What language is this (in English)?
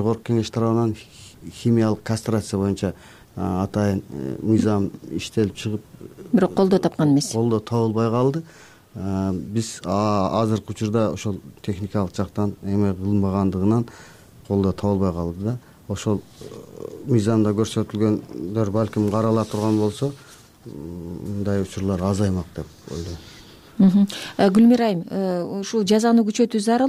Kyrgyz